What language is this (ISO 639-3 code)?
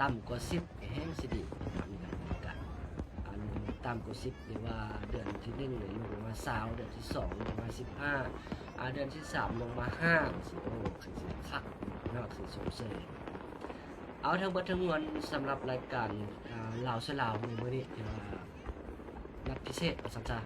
lao